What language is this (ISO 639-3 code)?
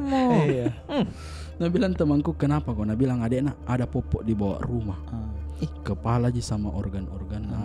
mfp